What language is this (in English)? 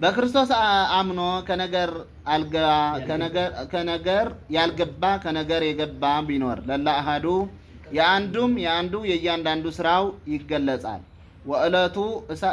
Amharic